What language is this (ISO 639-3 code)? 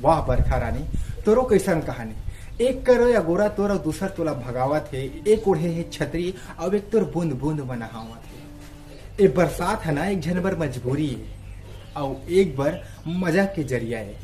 hne